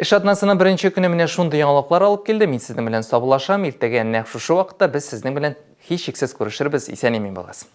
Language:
Tatar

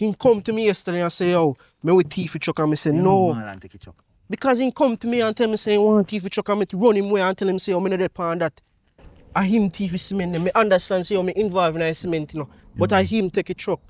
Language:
Jamaican Creole English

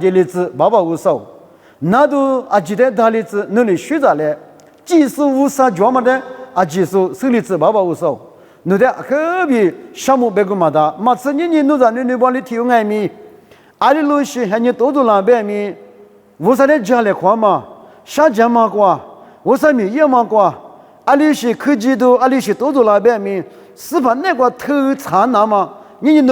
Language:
Lisu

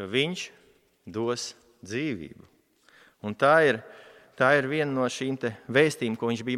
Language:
Latvian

